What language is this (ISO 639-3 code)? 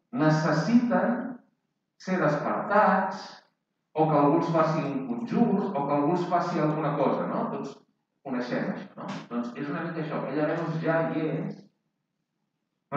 cat